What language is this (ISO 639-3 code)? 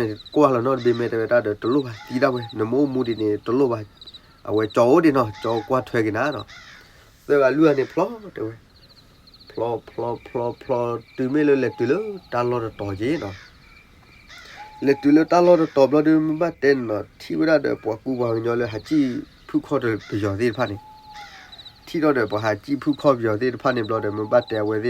ksw